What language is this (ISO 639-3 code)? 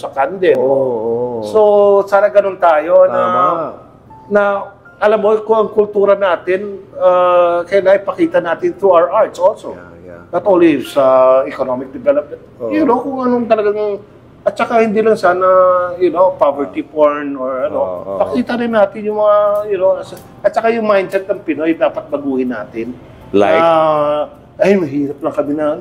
fil